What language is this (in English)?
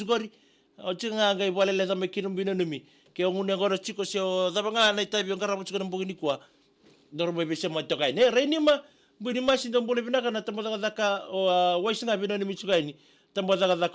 Fijian